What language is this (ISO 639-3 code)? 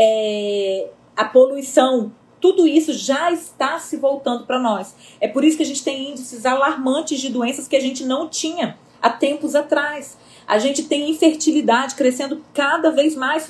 por